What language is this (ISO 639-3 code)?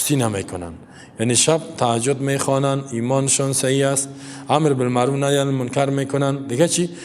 fas